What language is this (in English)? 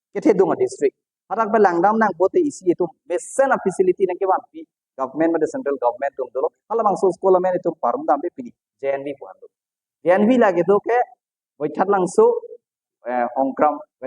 Karbi